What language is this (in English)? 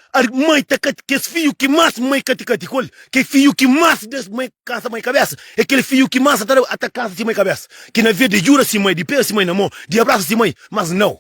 Kabuverdianu